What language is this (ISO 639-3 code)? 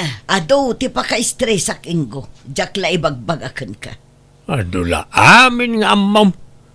ilo